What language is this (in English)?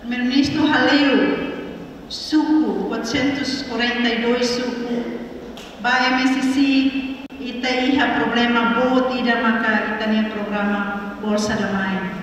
Tetum